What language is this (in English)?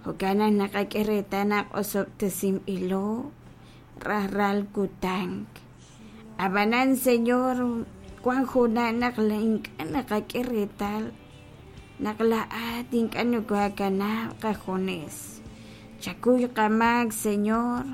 Kekchí